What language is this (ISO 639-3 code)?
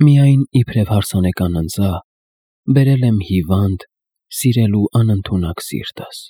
hye